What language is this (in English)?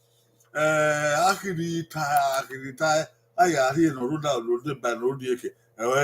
Bini